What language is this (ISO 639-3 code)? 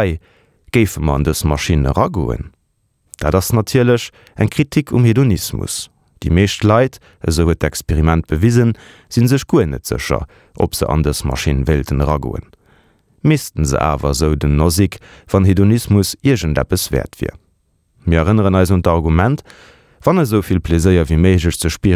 ltz